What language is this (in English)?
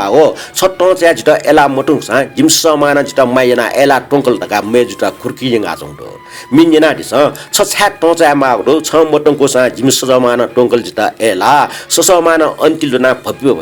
Newari